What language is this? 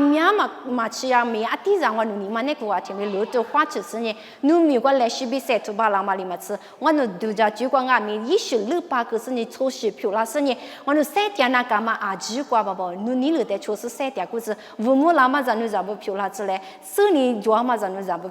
Lisu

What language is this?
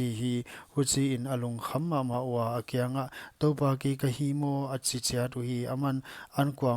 Paite Chin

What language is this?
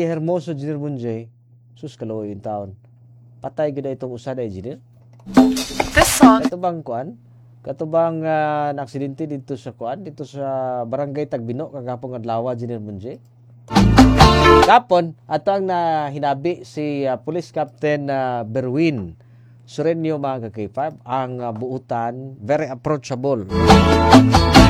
Cebuano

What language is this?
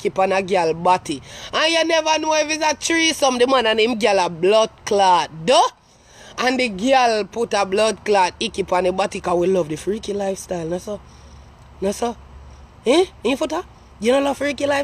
Jamaican Creole English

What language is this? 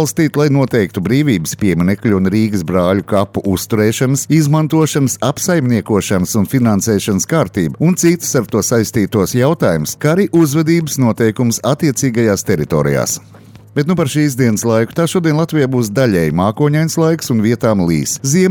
Latvian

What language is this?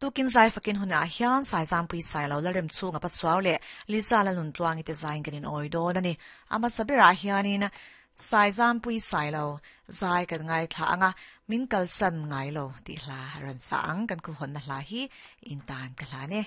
Mizo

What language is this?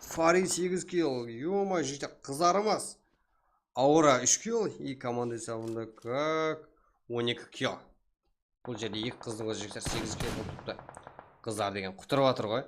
Kara-Kalpak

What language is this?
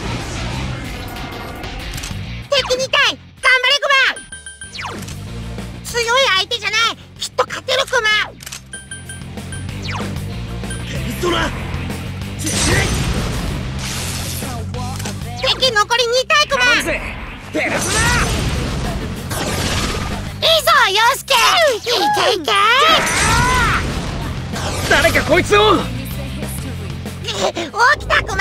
Japanese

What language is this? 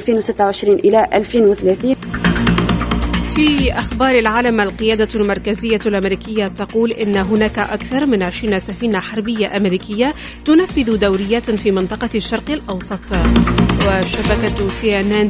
Tunisian Arabic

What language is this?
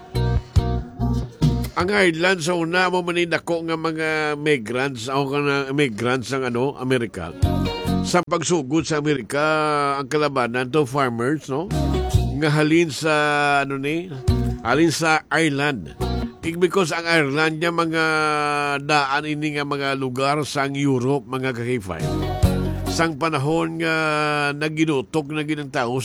Hiligaynon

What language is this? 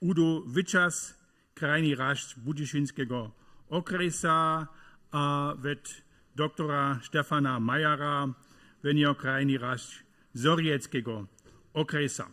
Upper Sorbian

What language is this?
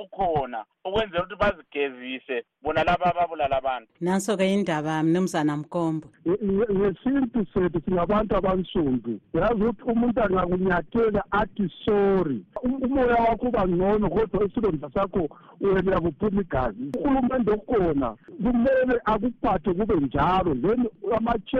North Ndebele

